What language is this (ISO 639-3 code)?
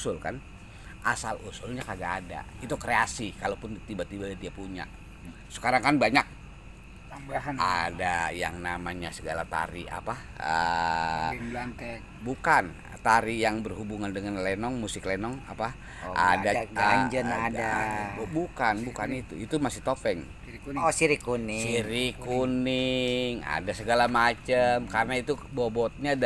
bew